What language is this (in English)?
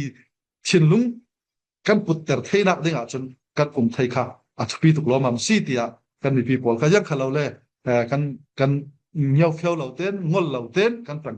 Falam Chin